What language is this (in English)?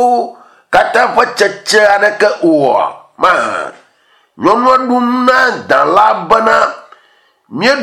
Ewe